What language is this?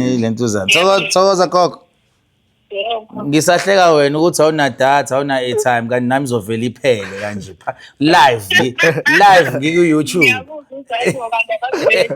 Zulu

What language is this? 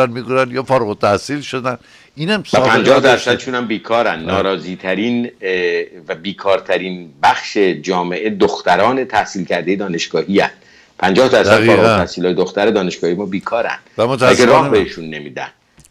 Persian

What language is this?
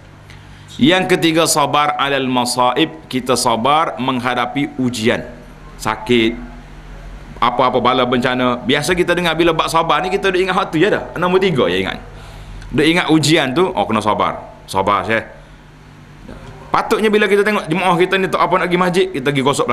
Malay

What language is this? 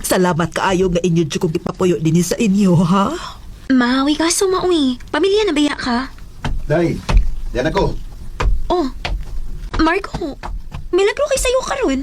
Cebuano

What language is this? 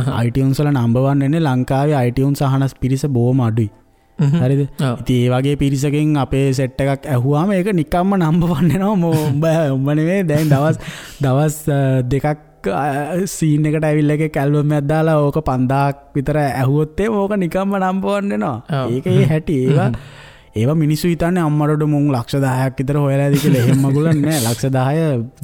Sinhala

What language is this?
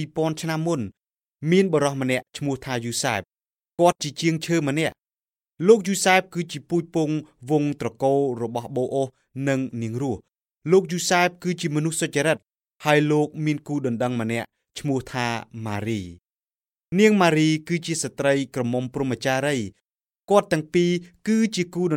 Khmer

